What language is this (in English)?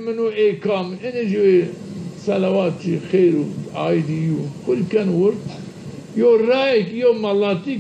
Zaza